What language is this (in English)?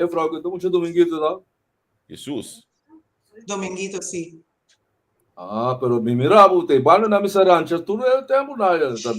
Papiamento